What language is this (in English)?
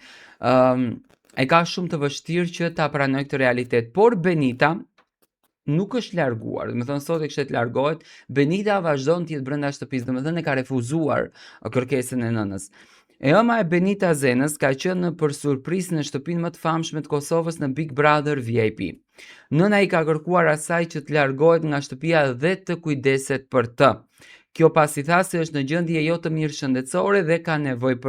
Albanian